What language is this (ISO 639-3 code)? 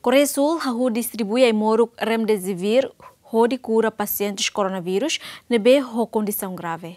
tet